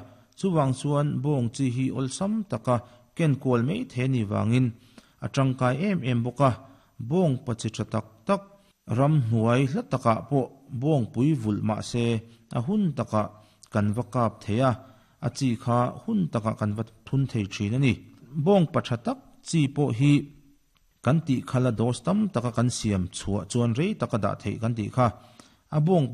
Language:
Mizo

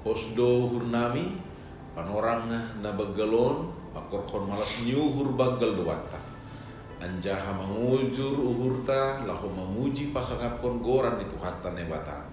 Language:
Batak Simalungun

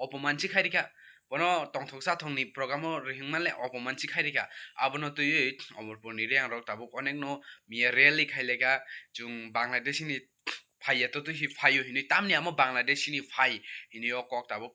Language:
Kok Borok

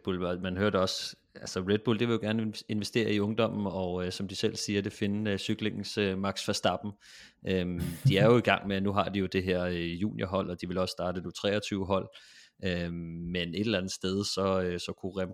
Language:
Danish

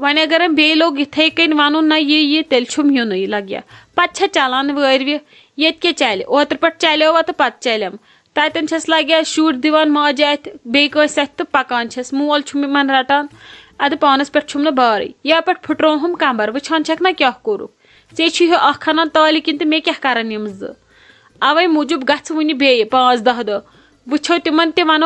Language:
Kashmiri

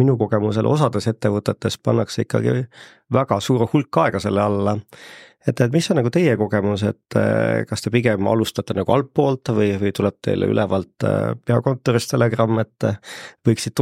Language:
Estonian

